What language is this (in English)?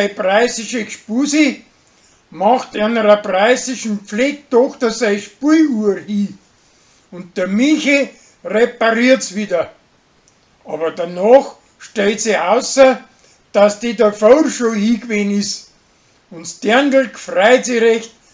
Bavarian